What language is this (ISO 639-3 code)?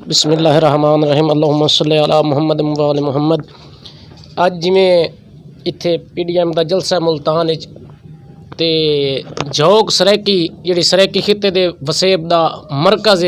skr